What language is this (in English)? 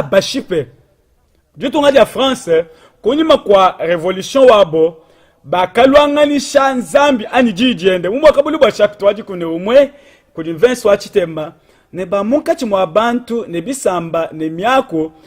Luba-Lulua